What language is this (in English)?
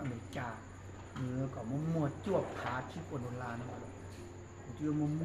Hmong